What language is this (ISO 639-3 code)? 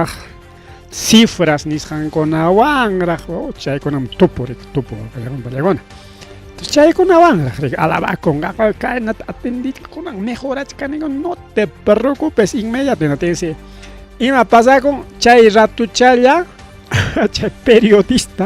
quy